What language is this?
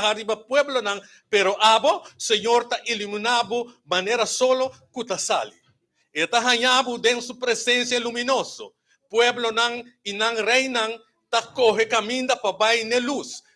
Papiamento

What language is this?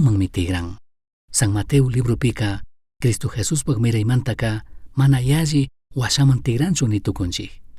Chimborazo Highland Quichua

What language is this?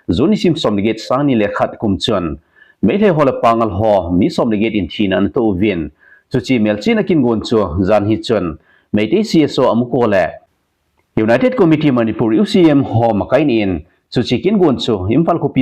Thado Chin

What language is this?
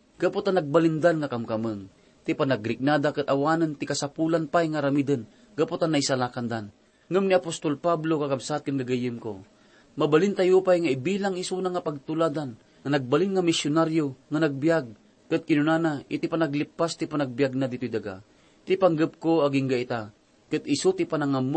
Iloko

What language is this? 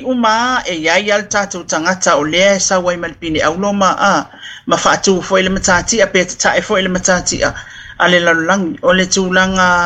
Samoan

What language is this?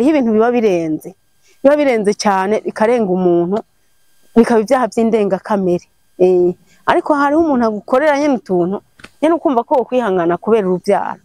Rundi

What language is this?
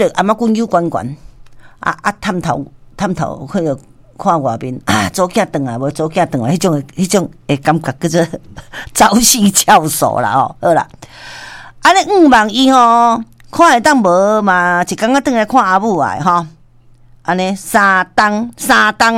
Min Nan Chinese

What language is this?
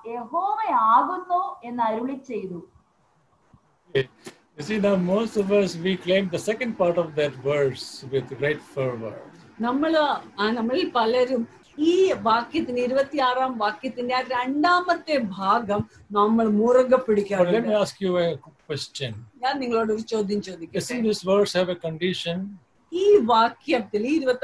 Malayalam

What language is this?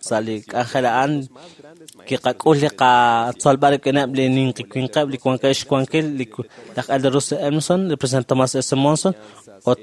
Kekchí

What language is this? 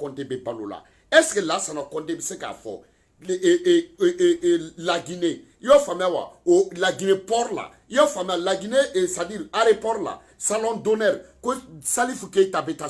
Bambara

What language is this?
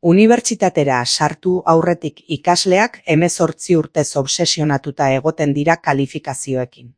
Basque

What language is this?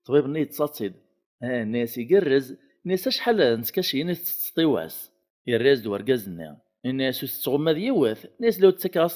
Kabyle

